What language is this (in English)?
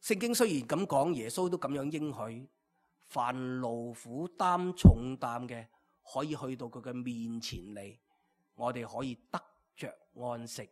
Cantonese